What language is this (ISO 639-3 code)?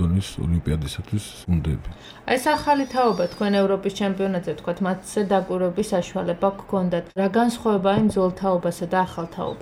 kat